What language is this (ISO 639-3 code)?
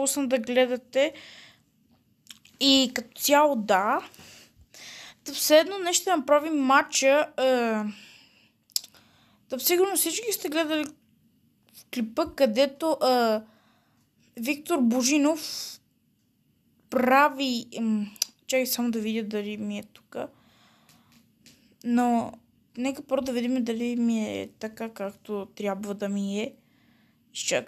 bul